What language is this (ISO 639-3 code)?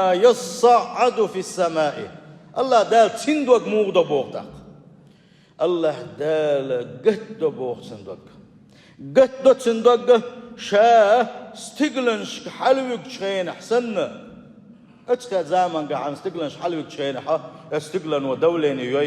che